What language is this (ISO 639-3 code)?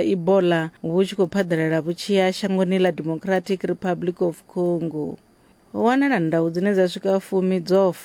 ven